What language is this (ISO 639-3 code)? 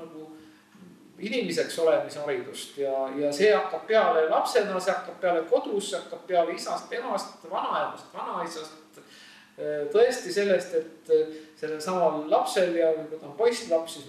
est